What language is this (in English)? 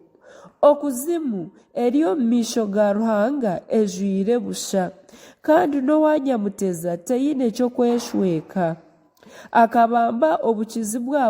Nyankole